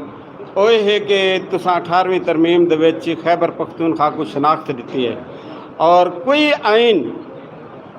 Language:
Saraiki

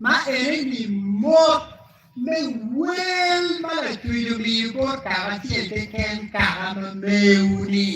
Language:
Acoli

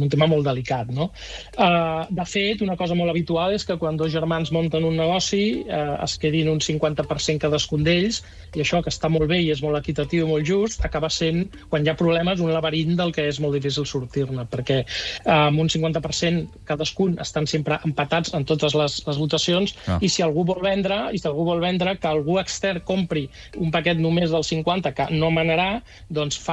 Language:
Catalan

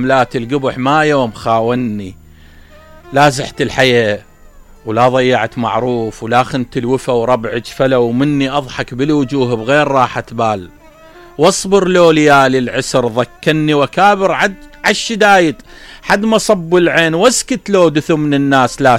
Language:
Mesopotamian Arabic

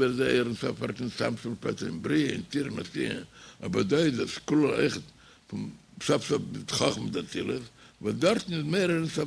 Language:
Yiddish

